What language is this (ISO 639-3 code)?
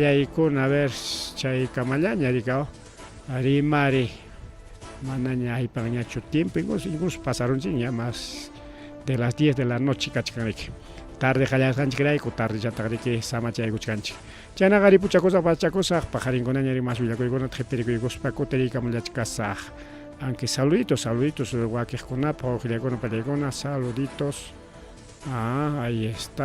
quy